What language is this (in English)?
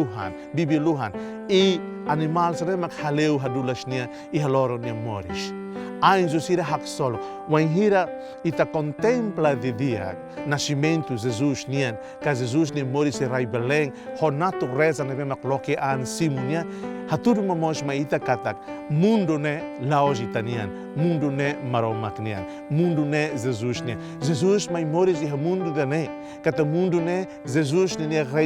Tetum